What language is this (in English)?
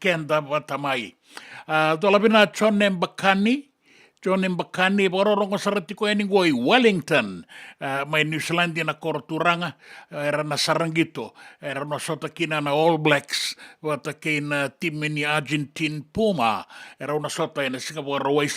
Fijian